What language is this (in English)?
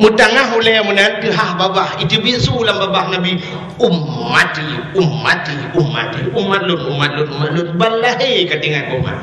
Achinese